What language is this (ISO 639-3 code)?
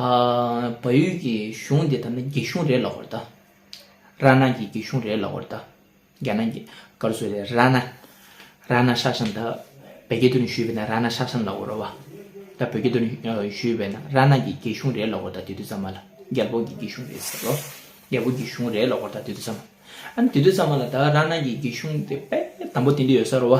bod